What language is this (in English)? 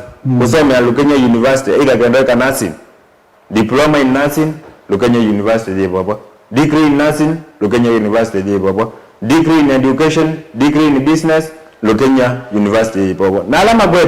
Kamba